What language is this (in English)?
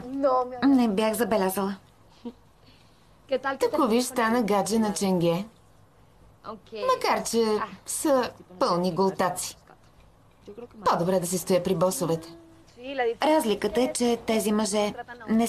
Bulgarian